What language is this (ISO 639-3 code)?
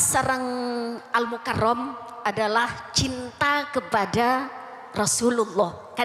mad